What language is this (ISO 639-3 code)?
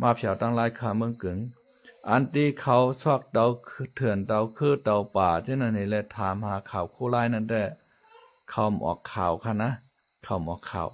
shn